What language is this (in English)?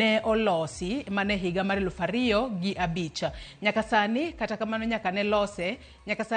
Luo (Kenya and Tanzania)